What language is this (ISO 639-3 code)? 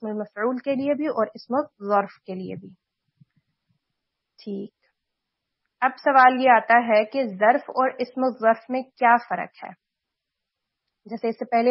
urd